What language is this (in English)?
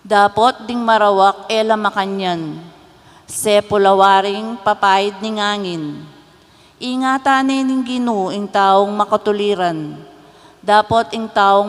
Pampanga